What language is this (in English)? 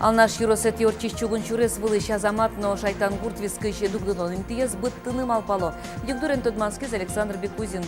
Udmurt